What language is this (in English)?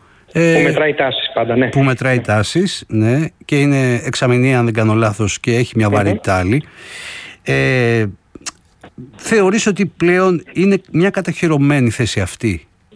Greek